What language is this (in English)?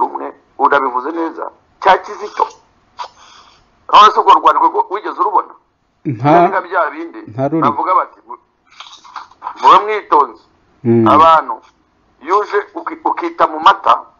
Kinyarwanda